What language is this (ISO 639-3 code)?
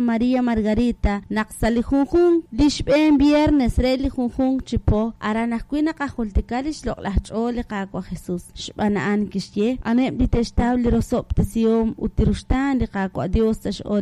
kek